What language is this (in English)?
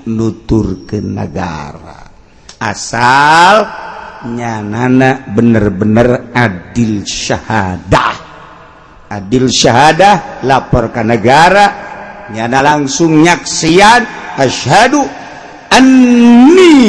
Sundanese